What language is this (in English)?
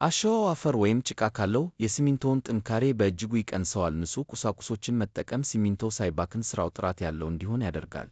Amharic